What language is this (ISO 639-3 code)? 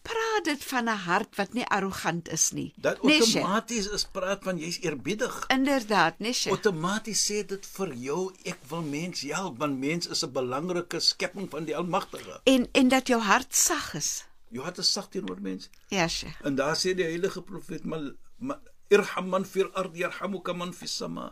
afr